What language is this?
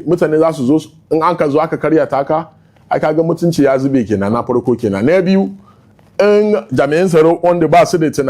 Hausa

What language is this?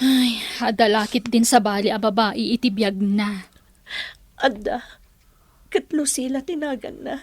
Iloko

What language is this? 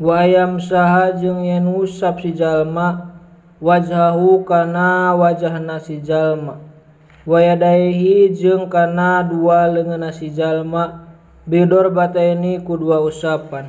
Sundanese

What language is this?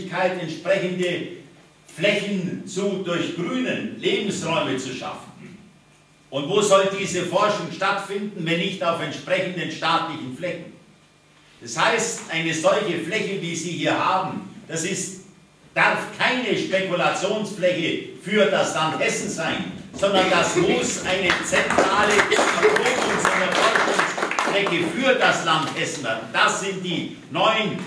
German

